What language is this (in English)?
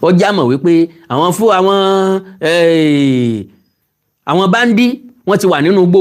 Yoruba